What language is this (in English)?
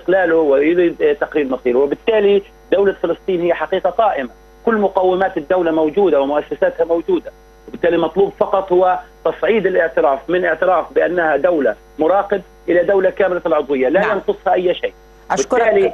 Arabic